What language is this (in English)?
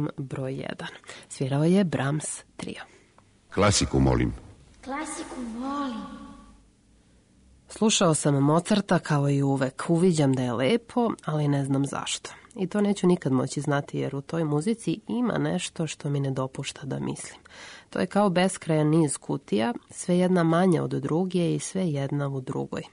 Serbian